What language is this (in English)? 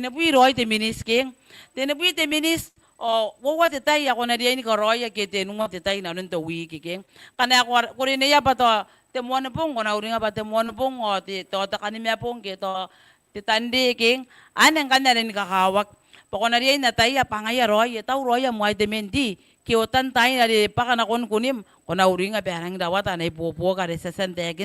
Gilbertese